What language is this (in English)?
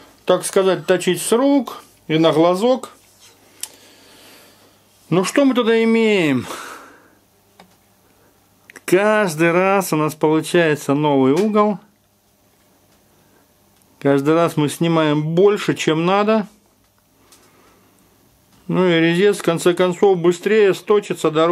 Russian